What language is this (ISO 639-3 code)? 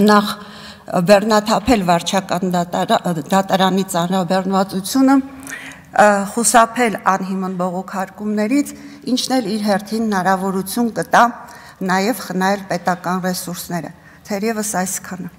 hye